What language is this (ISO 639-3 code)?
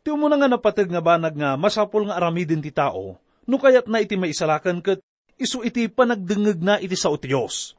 ilo